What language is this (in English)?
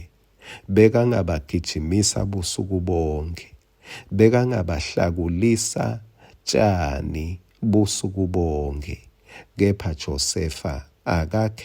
Swati